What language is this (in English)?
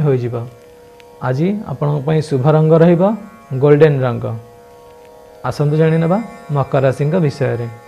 Odia